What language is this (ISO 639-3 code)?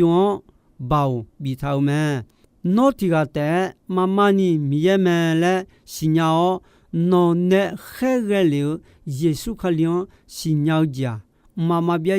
ahk